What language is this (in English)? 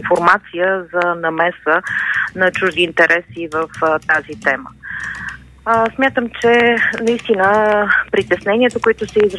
Bulgarian